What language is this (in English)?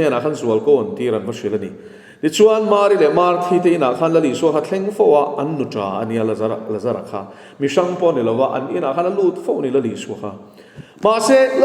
Mizo